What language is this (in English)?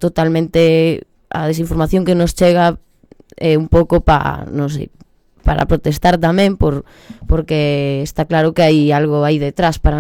Galician